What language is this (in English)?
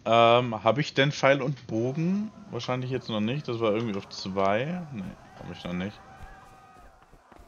German